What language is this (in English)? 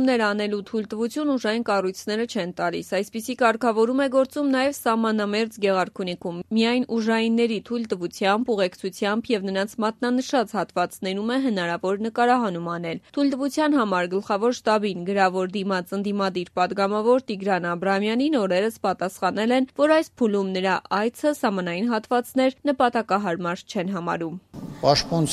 Armenian